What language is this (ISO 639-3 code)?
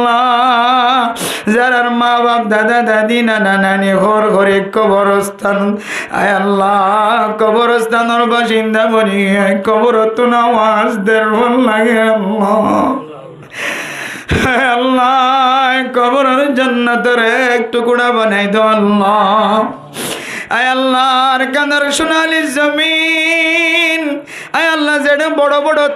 rhg